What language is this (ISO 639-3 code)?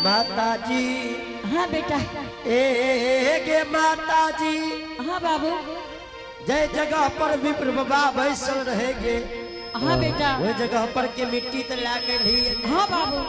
anp